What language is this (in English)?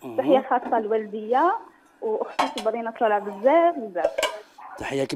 Algerian Arabic